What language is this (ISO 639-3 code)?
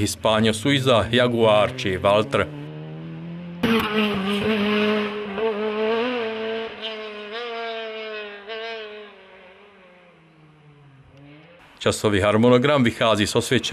ces